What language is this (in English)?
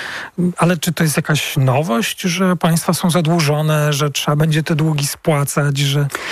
Polish